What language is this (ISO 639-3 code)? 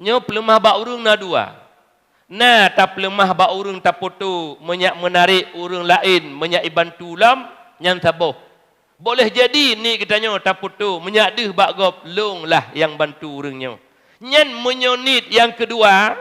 ace